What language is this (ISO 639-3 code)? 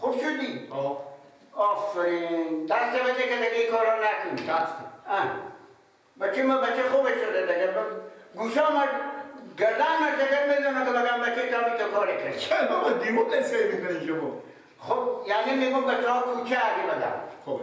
fas